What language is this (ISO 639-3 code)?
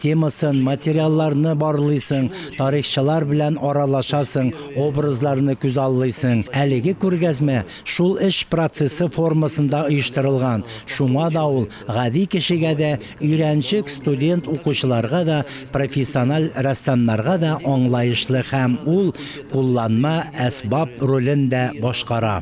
tat